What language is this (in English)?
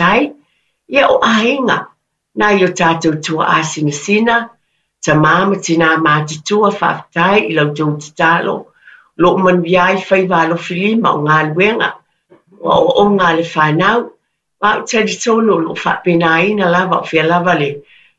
Samoan